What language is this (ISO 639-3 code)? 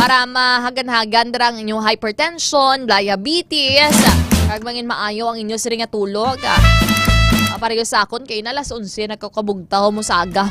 hil